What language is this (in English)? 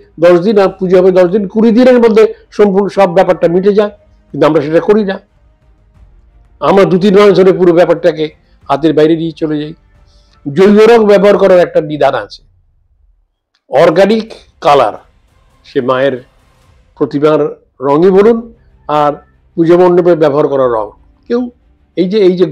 Bangla